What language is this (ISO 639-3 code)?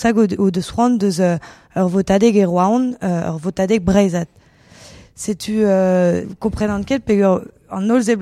bre